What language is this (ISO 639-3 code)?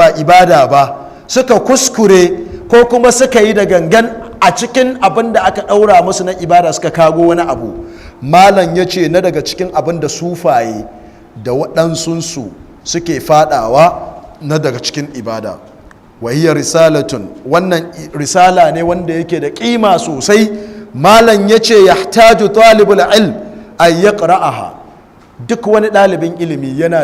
hau